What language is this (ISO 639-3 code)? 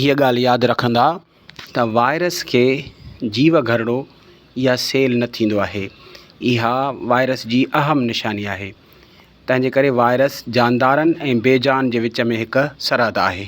snd